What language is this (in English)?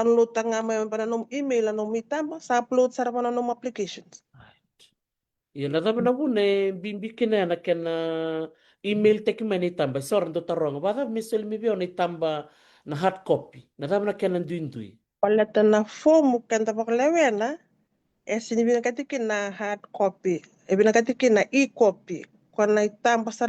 Fijian